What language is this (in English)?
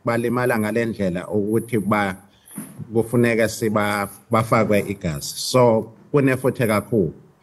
Zulu